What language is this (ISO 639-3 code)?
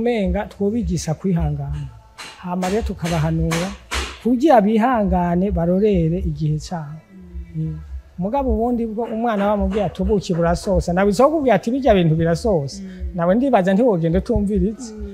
run